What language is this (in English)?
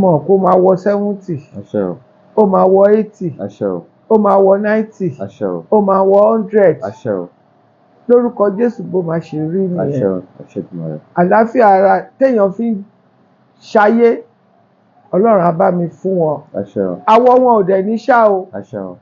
Yoruba